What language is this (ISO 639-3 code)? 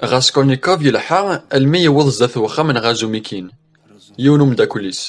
kab